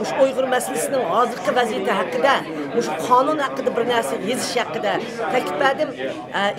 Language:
Uyghur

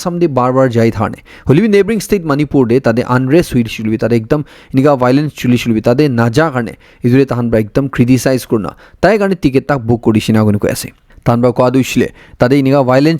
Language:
Naga Pidgin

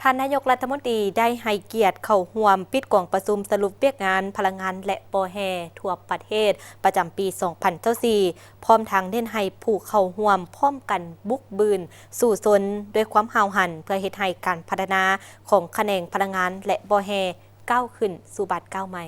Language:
Lao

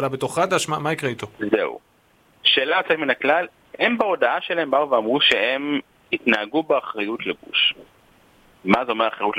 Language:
Hebrew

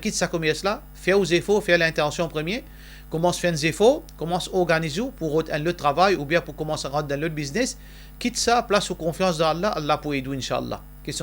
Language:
Morisyen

